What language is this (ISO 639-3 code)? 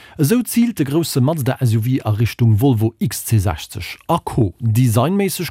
ltz